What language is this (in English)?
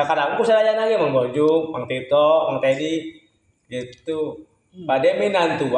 Sundanese